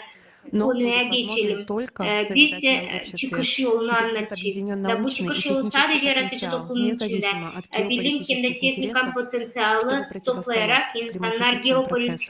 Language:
Gagauz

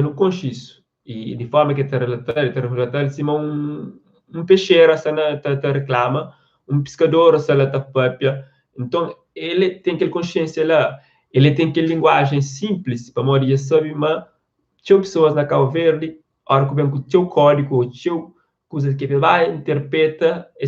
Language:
Kabuverdianu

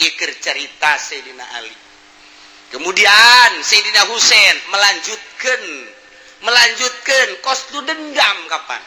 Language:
Sundanese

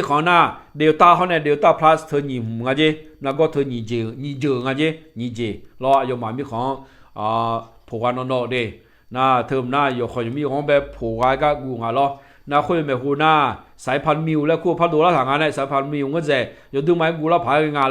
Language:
Akha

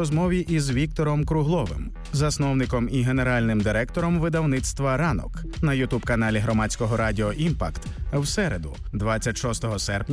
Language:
Ukrainian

